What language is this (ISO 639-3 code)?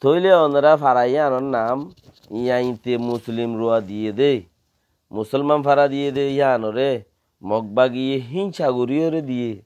rhg